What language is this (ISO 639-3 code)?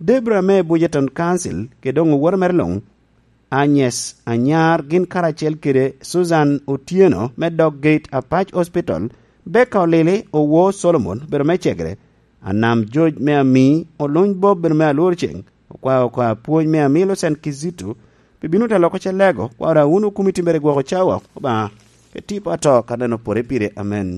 laj